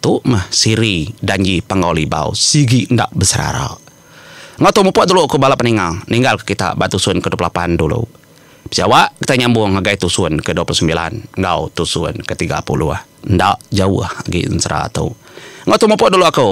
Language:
Iban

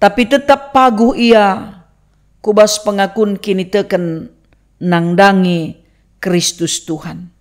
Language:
Batak Karo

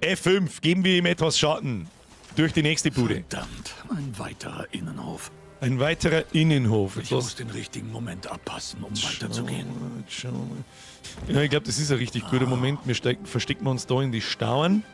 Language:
Bavarian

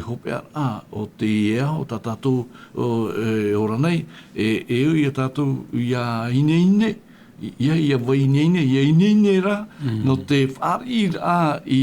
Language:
Tahitian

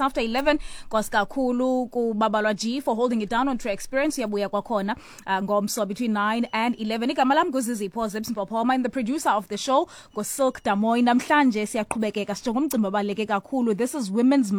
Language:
Xhosa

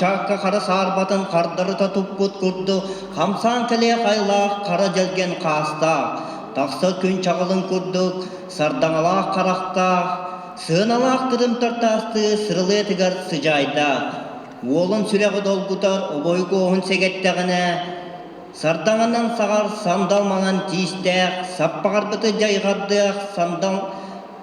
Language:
Yakut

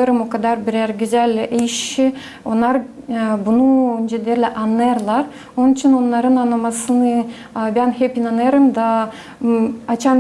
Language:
Gagauz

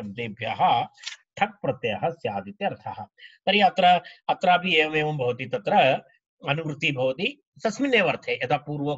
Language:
Sanskrit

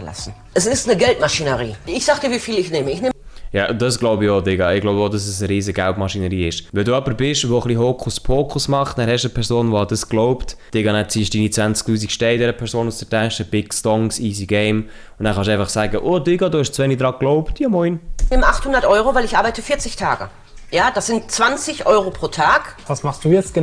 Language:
Swiss German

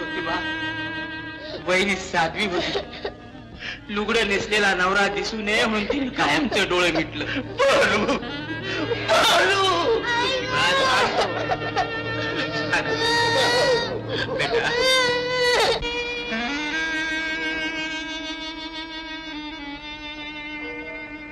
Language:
Marathi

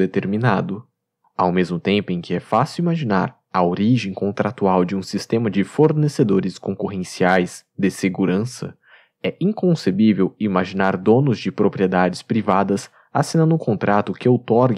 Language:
Portuguese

